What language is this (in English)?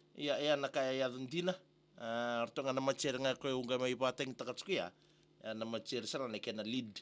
Fijian